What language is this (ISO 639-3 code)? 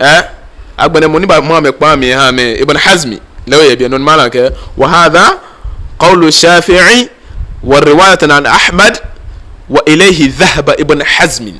gaa